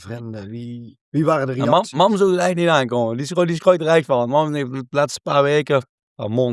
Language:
Limburgish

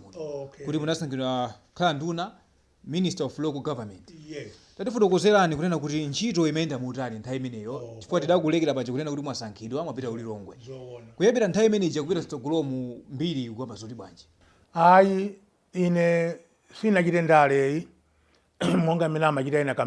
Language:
Nyanja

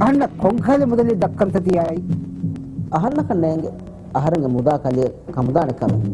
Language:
Divehi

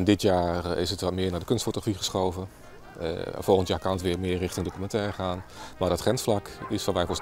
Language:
Western Frisian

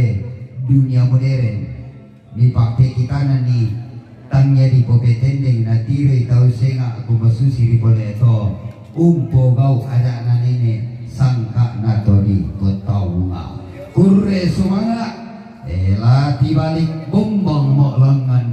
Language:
Toraja-Sa'dan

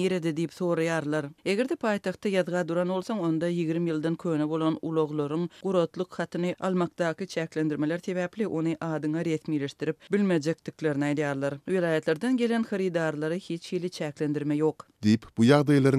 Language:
Turkmen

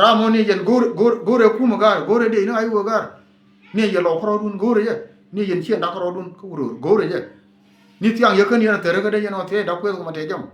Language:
Nuer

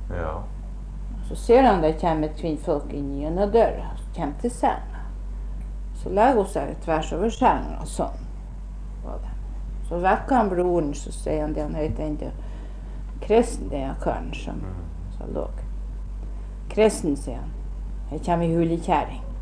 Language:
Norwegian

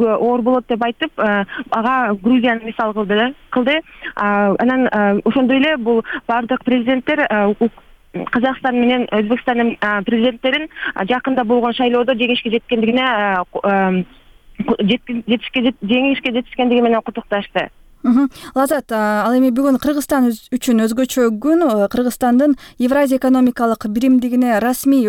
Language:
Kyrgyz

